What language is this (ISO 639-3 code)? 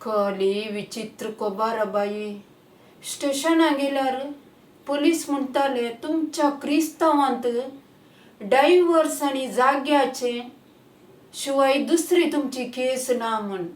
kok